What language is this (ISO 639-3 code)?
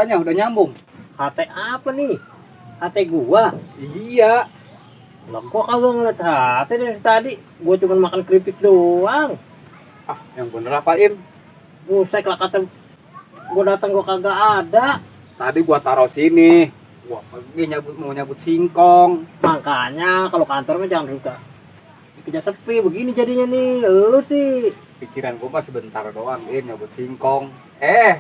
bew